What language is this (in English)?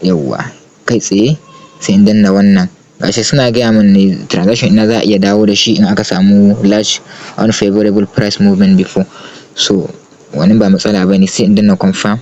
Hausa